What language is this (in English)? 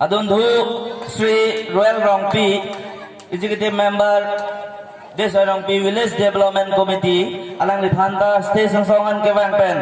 Karbi